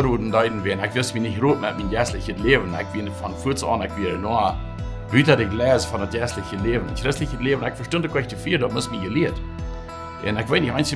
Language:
Plautdietsch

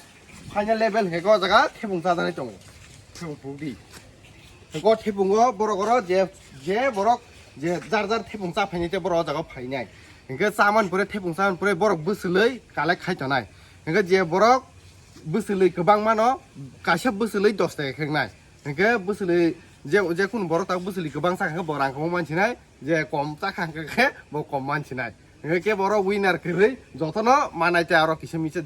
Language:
Kok Borok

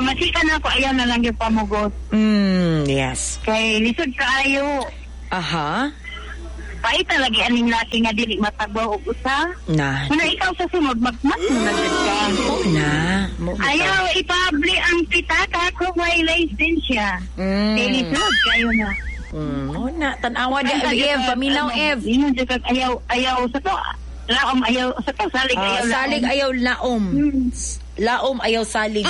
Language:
Cebuano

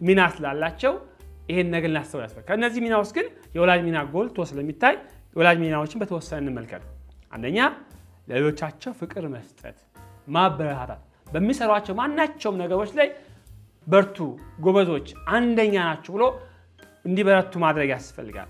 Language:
Amharic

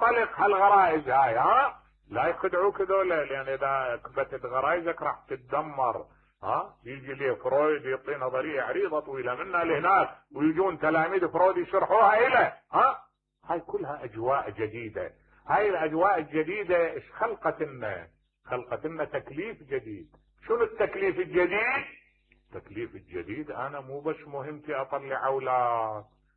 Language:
Mesopotamian Arabic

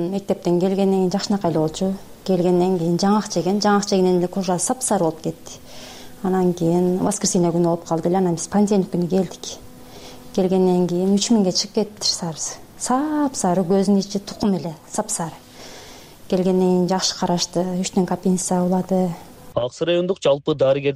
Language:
Kyrgyz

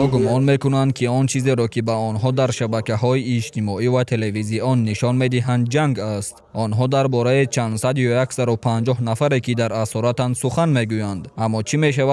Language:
Tajik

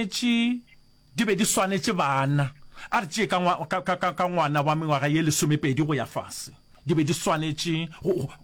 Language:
Northern Sotho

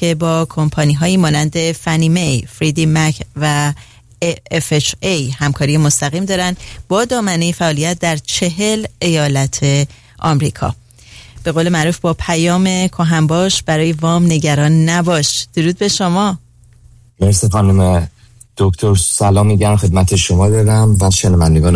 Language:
Persian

